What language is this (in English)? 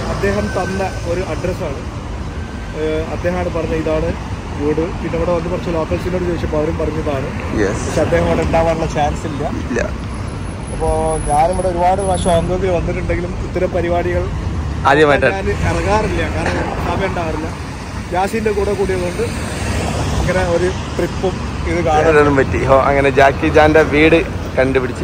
Malayalam